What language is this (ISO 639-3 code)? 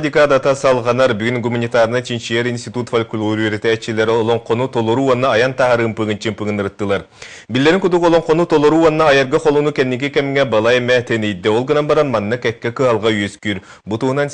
sah